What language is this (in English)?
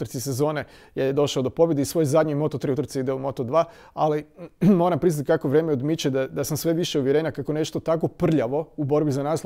Croatian